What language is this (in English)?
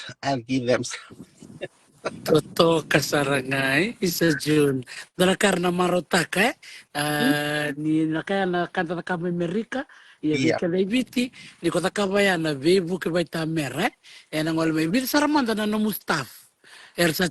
Fijian